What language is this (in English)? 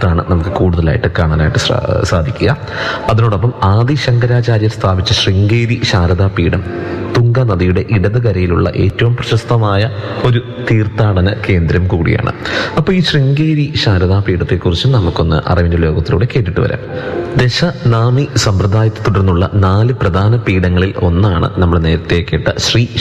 Malayalam